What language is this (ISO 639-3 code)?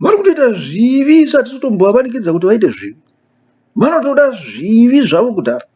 sna